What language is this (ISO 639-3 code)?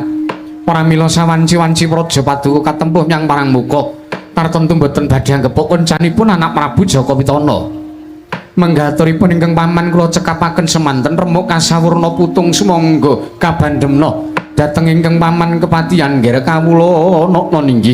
jav